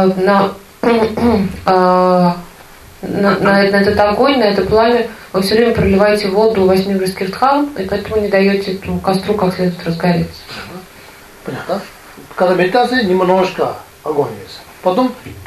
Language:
Russian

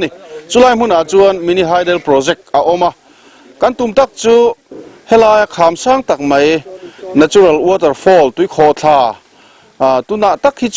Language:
Mizo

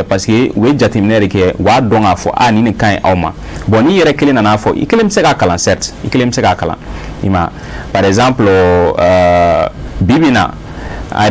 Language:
Bambara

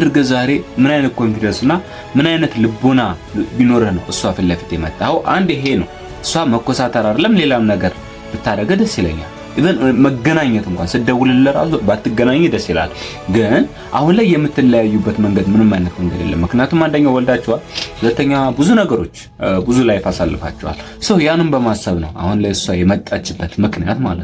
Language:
Amharic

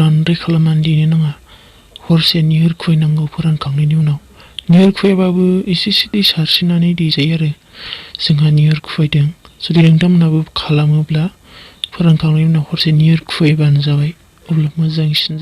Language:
Bodo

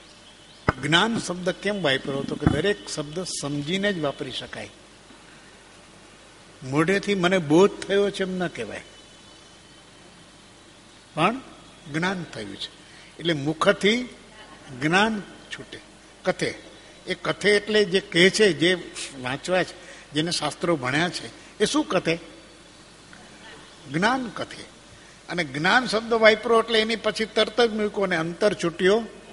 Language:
Gujarati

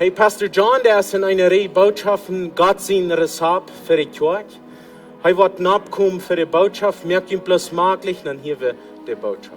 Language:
Plautdietsch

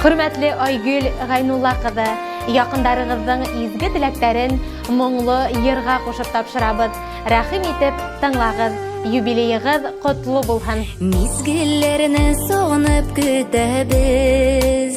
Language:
Bashkir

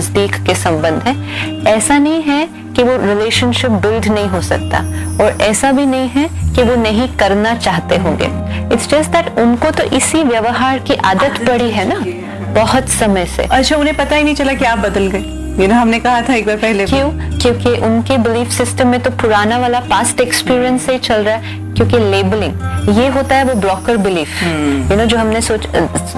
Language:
Hindi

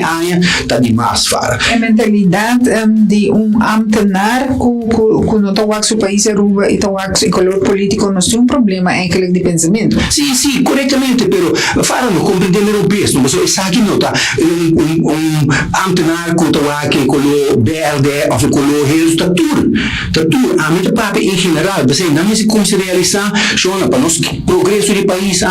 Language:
Papiamento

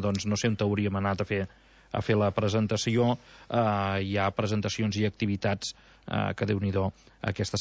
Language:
Catalan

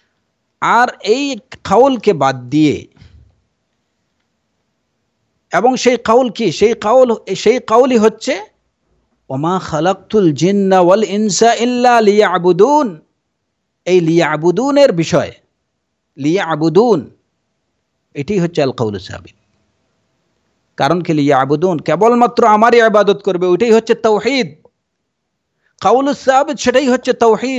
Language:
Bangla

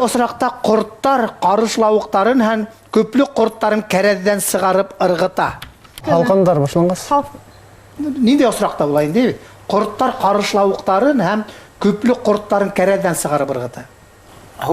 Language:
Bashkir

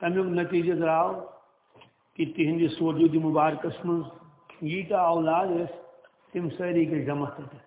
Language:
Kashmiri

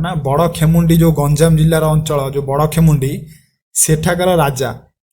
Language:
Odia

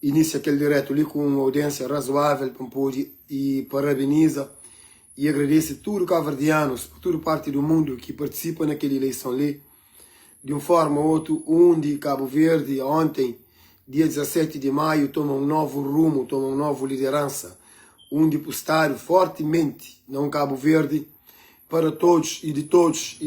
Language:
Kabuverdianu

